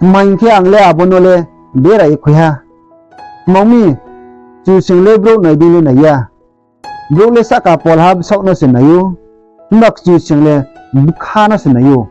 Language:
Riang (India)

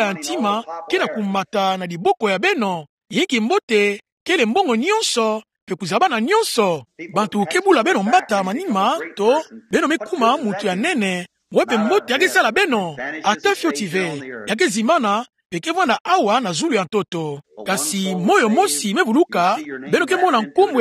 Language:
Kituba (Democratic Republic of Congo)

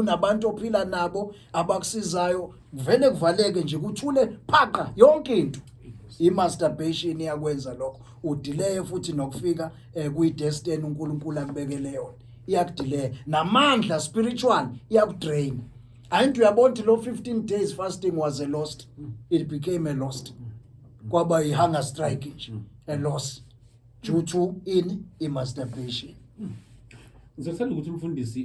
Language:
Zulu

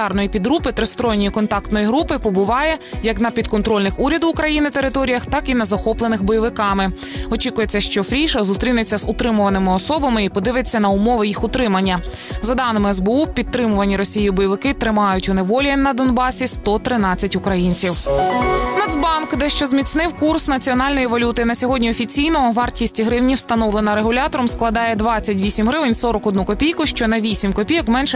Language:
Ukrainian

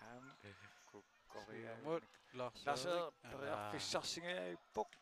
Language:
Kalaallisut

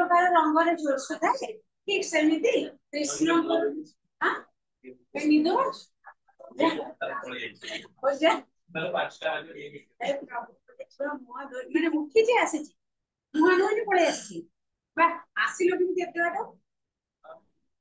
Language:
Odia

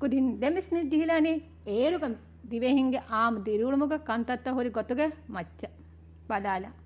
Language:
Divehi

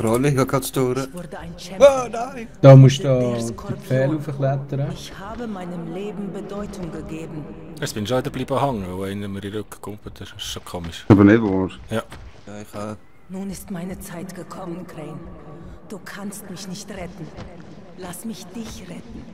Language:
Swiss German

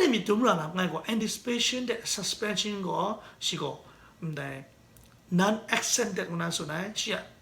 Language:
Kachin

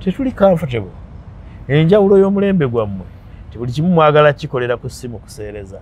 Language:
Ganda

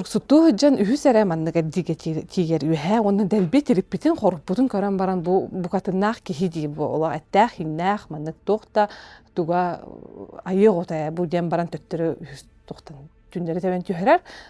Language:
Yakut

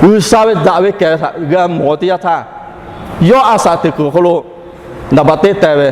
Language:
Lahu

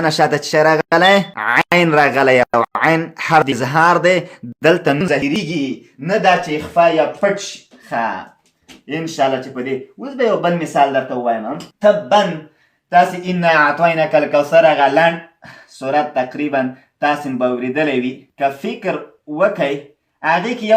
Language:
Pashto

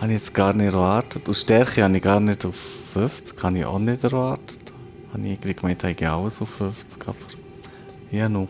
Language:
Swiss German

